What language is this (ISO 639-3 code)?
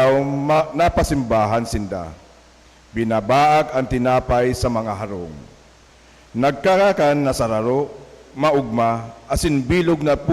bik